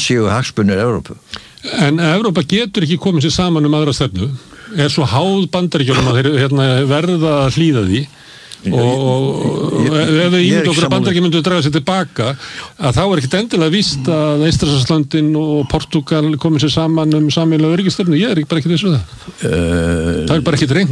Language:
Icelandic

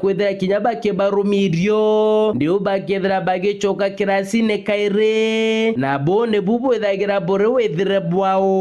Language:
Meru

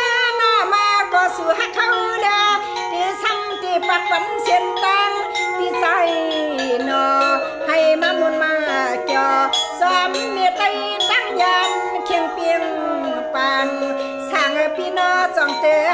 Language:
Shan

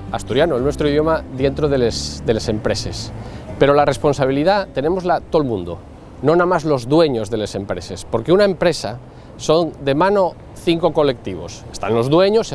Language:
Asturian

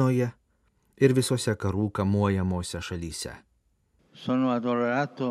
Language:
Lithuanian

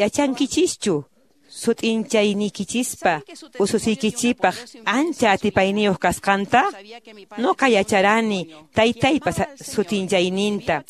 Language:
Quechua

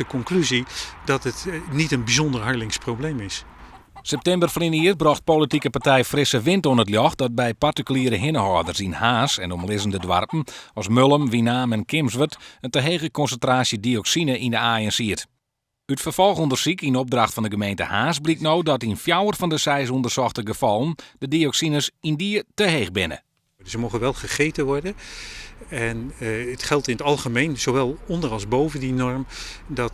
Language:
Western Frisian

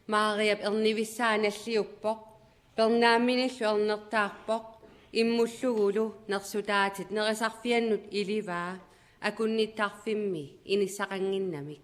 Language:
Kalaallisut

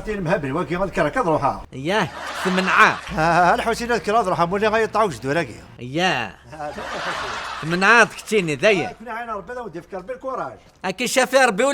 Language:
Kabyle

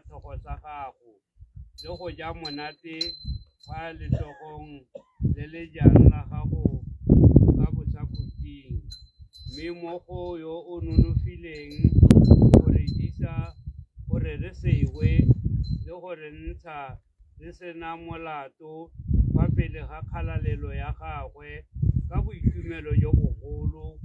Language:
Tswana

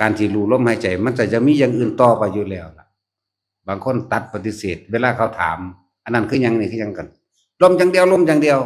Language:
Lao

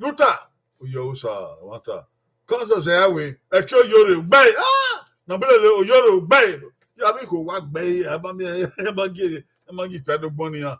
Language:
Bini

